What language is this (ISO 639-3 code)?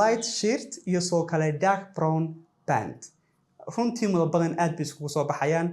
som